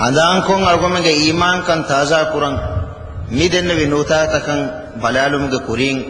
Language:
Divehi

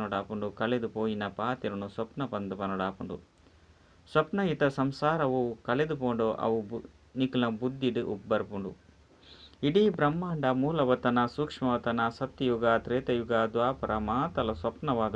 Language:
Tulu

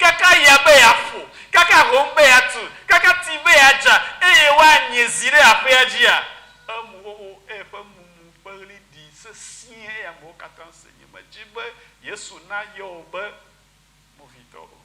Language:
Ewe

